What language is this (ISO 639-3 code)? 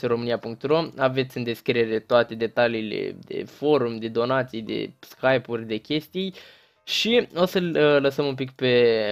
ron